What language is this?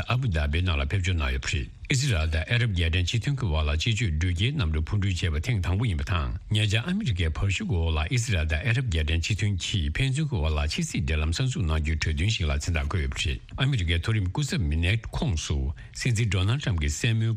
Tibetan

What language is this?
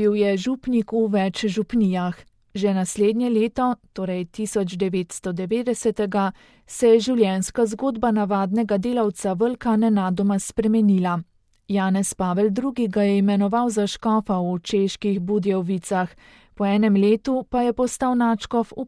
Slovenian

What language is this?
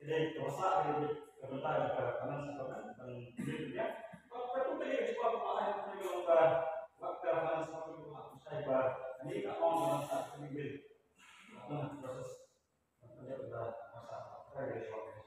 Khasi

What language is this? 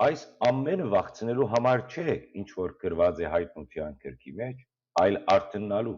Western Armenian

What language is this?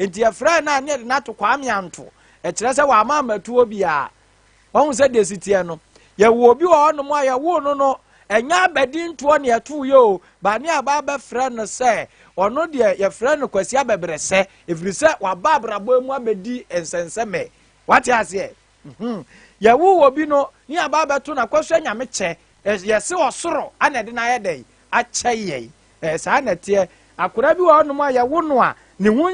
Akan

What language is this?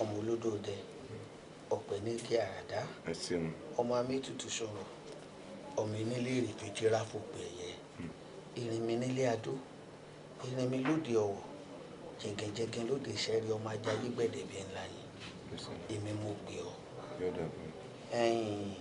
Yoruba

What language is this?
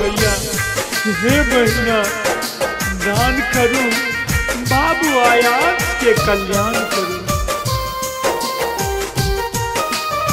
Bhojpuri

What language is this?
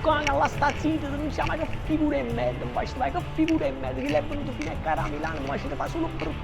Neapolitan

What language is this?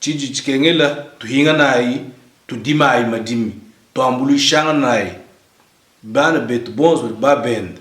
Luba-Lulua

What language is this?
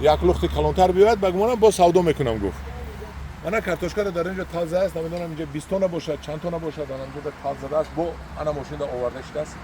Tajik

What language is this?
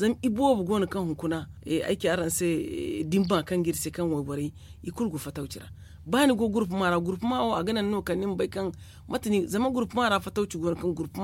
Zarma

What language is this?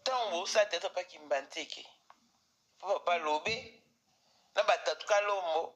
Lingala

